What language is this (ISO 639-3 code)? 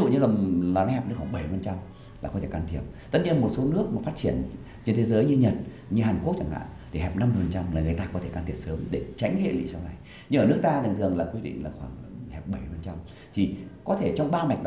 vie